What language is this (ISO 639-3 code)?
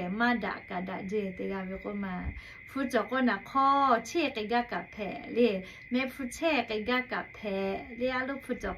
lhu